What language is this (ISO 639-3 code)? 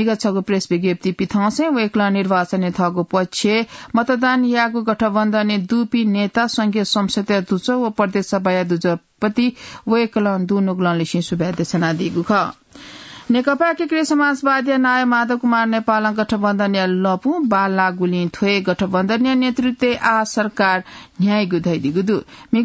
new